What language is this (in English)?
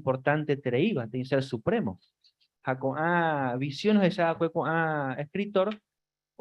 Guarani